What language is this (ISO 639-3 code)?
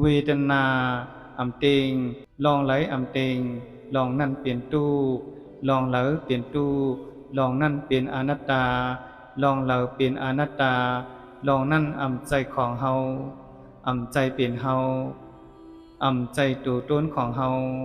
shn